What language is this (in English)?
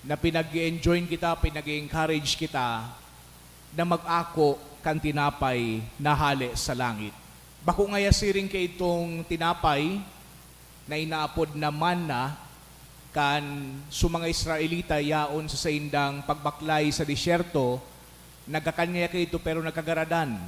Bikol